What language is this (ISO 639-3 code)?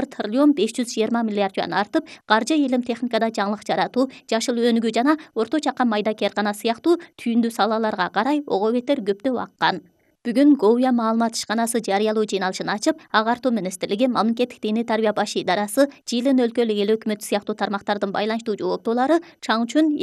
kir